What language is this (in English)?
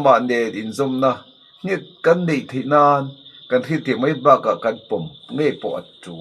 Mizo